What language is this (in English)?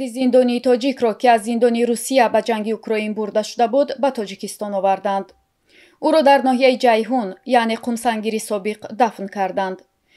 Tajik